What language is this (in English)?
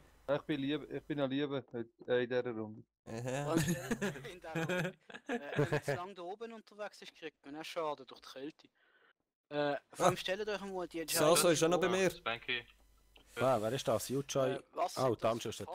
Swiss German